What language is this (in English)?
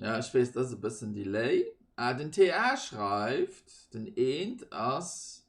Luxembourgish